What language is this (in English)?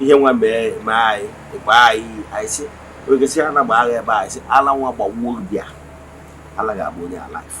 Igbo